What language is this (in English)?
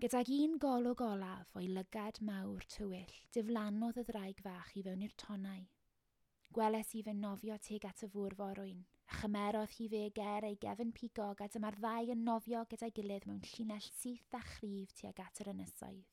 Welsh